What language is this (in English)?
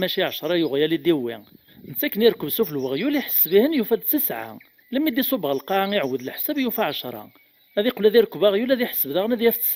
Kabyle